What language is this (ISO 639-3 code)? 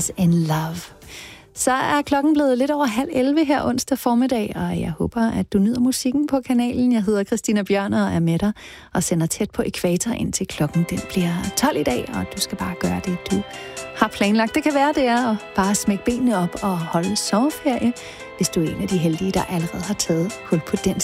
dan